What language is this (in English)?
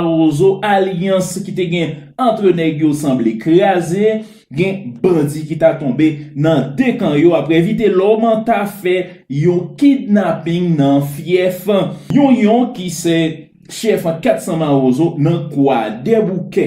Haitian Creole